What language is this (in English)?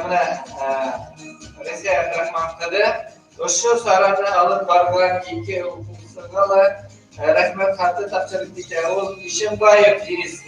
Bashkir